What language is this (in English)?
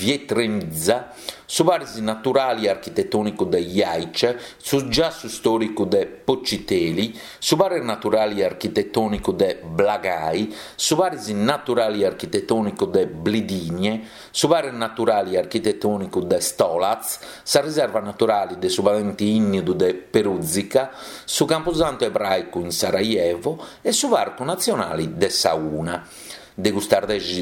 Sardinian